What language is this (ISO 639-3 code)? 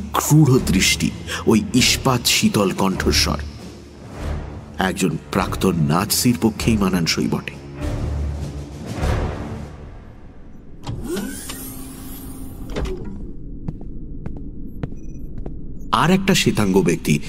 ben